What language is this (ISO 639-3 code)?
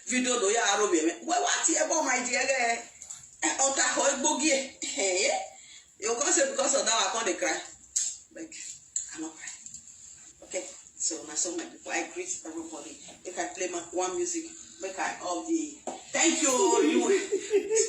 pcm